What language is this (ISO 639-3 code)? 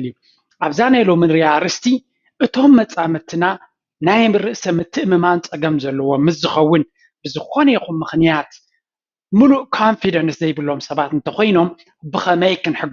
tir